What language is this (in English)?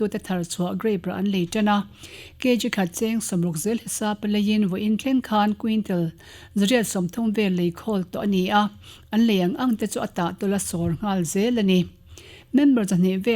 Mizo